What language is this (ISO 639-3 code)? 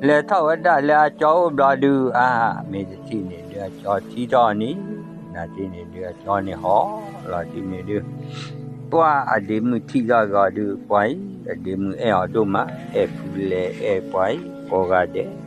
ksw